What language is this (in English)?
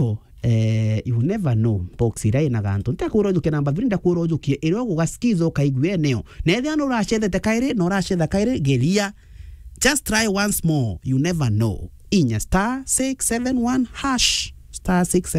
Meru